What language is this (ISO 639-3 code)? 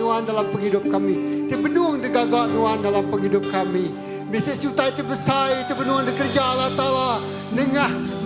iba